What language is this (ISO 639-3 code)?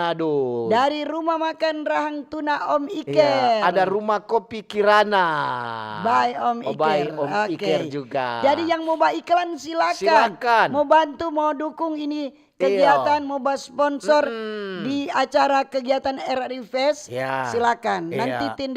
xmm